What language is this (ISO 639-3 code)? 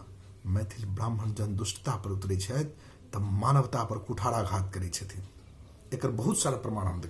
mai